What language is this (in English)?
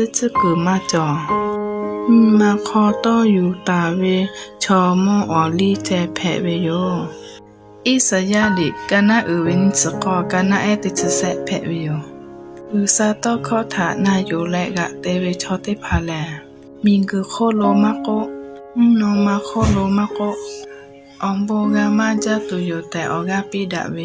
Lahu